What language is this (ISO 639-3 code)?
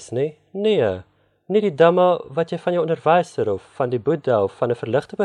afr